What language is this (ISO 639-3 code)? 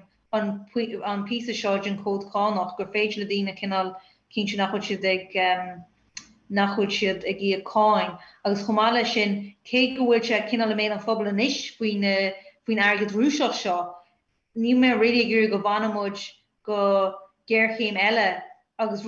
gle